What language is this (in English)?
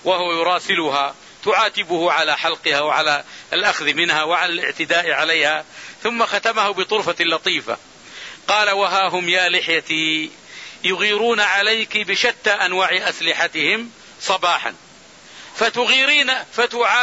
Arabic